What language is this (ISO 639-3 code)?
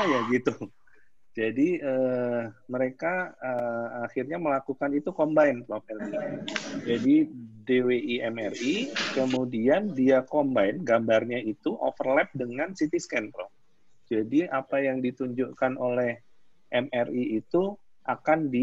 ind